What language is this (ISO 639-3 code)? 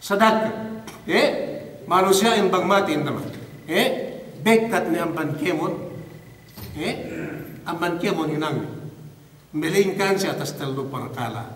yka